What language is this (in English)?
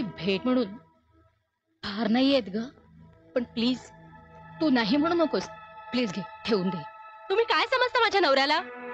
Marathi